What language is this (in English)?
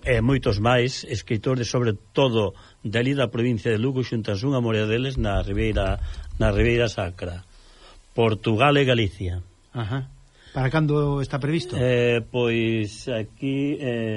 Galician